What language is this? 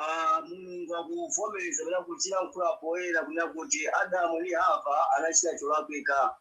Nyanja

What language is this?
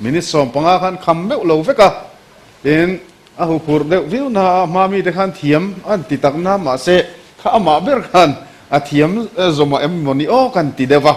Mizo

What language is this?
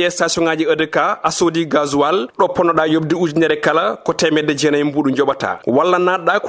Fula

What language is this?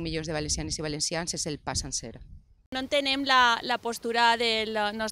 Catalan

